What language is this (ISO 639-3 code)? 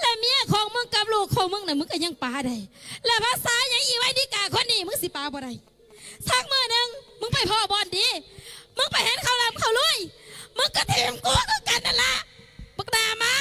tts